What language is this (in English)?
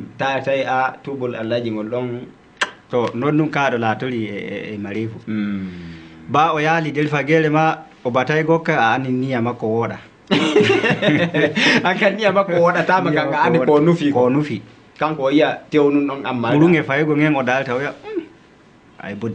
Fula